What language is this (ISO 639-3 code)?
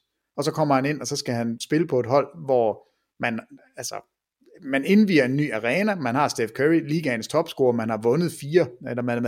dan